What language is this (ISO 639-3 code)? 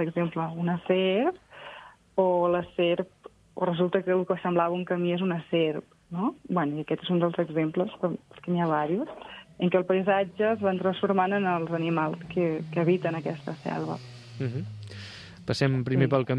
cat